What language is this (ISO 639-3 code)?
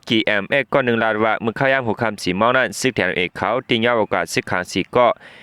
shn